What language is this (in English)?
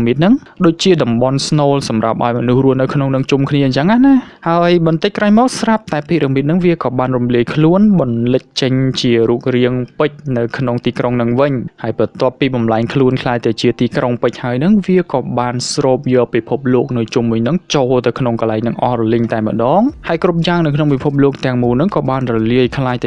Khmer